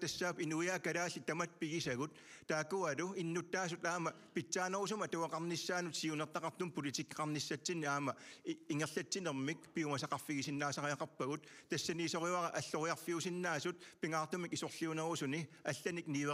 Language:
Kalaallisut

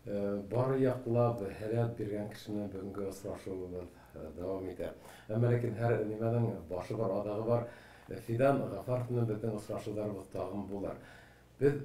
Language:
Bashkir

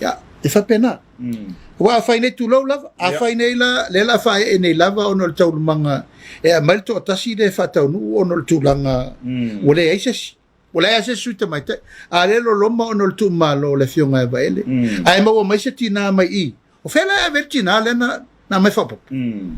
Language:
Samoan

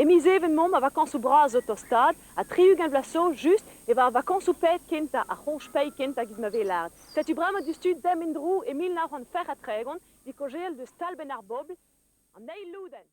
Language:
Breton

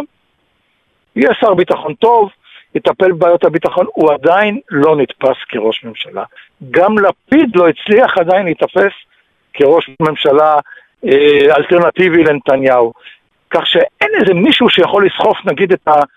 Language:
Hebrew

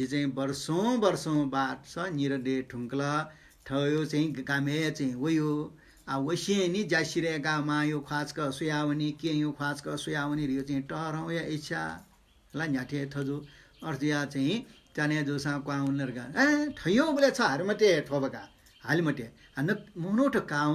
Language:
Newari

